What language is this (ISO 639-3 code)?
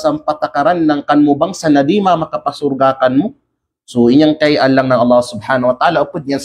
kqe